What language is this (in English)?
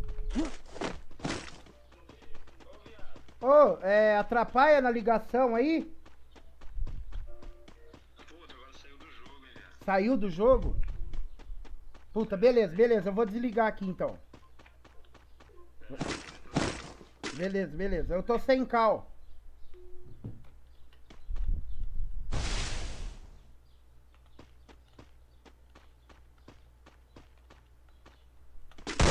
Portuguese